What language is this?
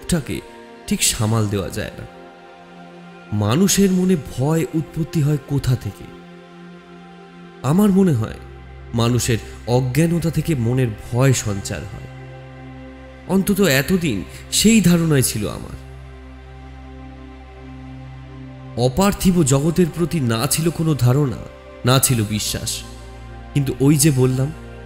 Bangla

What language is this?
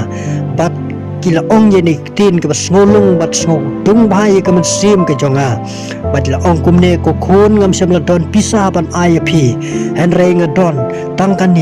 Khasi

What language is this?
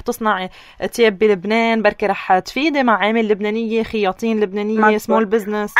North Levantine Arabic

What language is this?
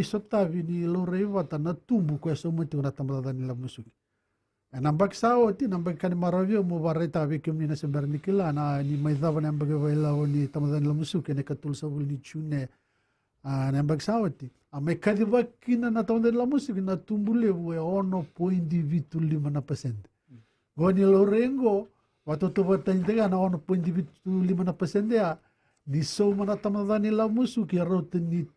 Fijian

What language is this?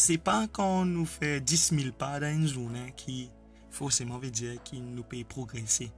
Morisyen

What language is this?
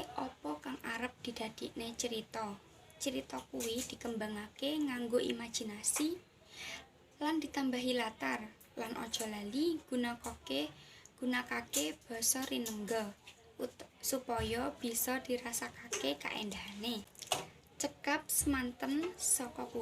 Javanese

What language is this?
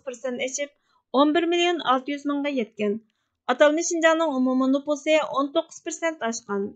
Uyghur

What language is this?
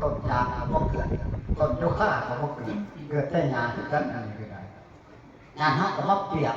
Northeastern Thai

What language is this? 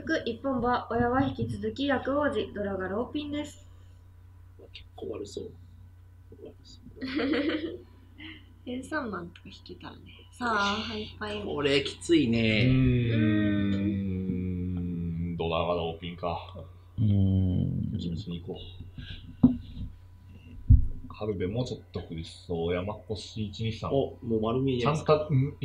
Japanese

